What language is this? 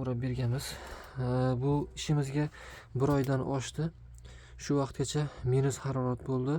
Uzbek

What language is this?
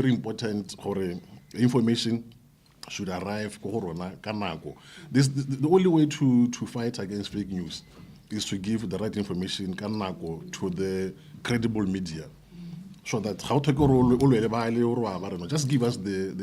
Tswana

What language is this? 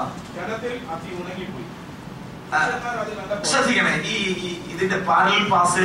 Malayalam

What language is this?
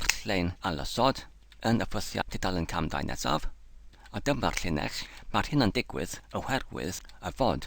Welsh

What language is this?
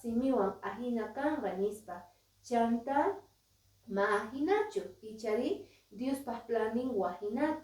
Quechua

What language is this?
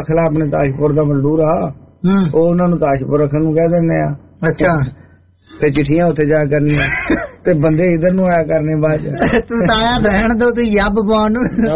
Punjabi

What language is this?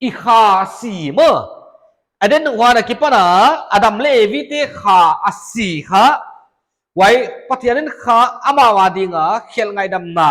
Paite Chin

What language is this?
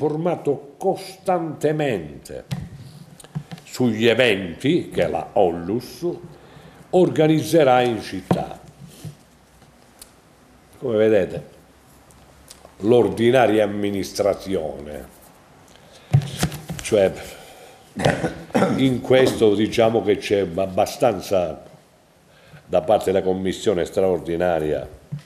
Italian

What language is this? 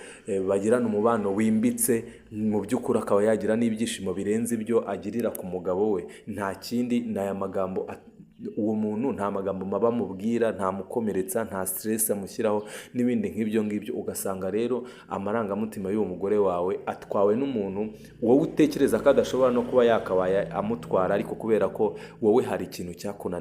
Kinyarwanda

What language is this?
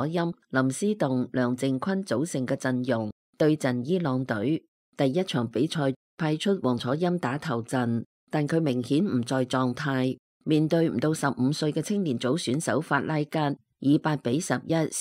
Cantonese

